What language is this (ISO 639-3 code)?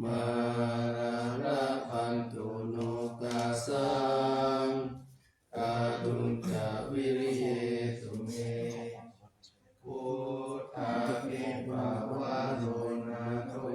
pli